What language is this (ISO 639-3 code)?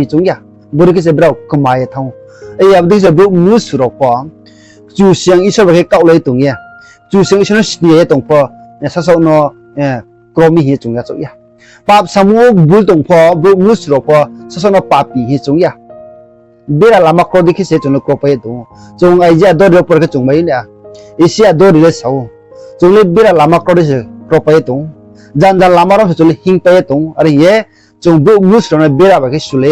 ria